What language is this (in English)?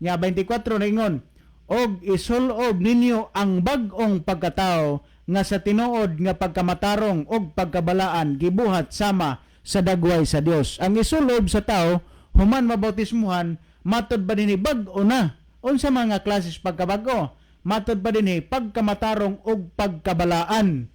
Cebuano